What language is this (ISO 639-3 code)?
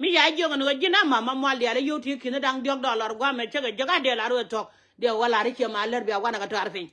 nus